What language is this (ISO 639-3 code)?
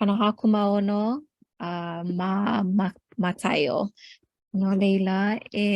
haw